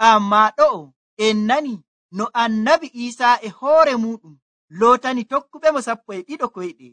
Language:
Nigerian Fulfulde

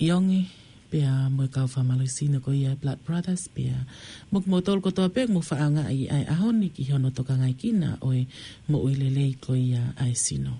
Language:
Tongan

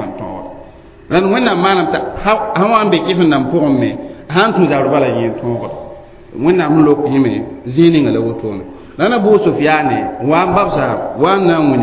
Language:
Mossi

